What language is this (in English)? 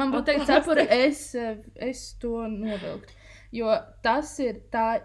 Latvian